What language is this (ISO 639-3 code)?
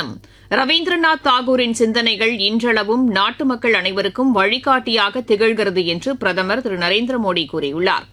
tam